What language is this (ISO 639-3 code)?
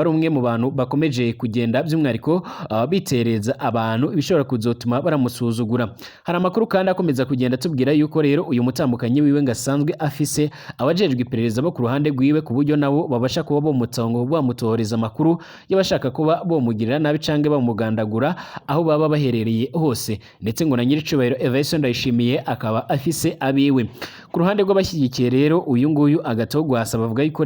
run